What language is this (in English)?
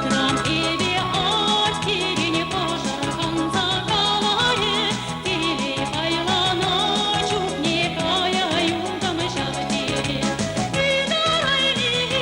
Chuvash